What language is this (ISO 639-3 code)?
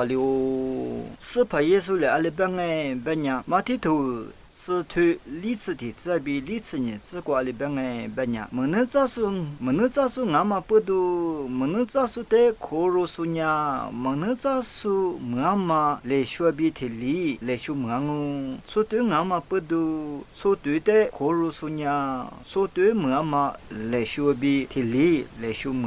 lis